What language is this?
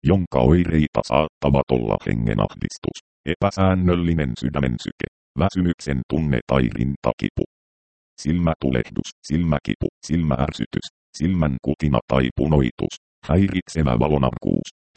Finnish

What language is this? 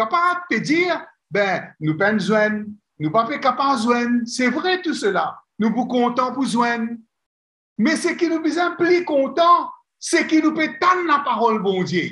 Morisyen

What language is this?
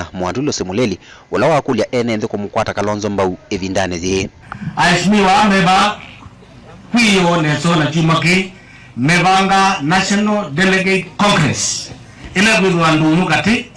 Kamba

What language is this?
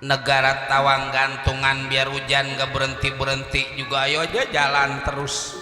Betawi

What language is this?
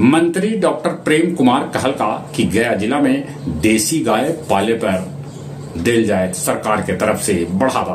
Magahi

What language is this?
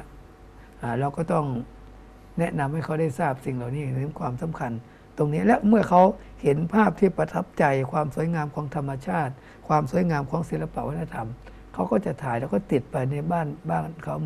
Thai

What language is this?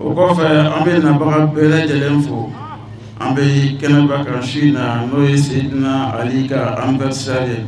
Bambara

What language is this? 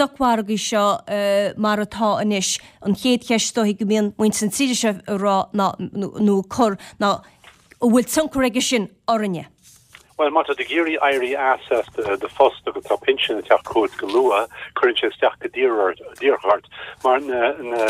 Irish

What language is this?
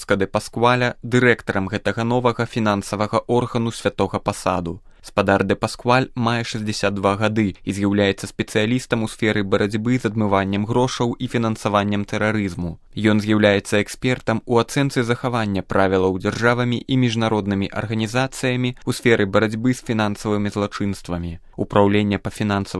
Belarusian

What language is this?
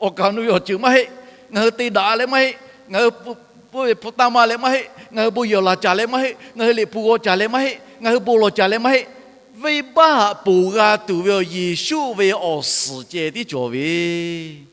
Lahu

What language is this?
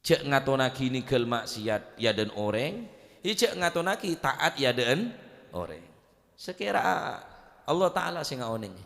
Madurese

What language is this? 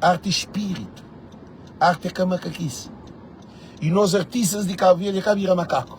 Kabuverdianu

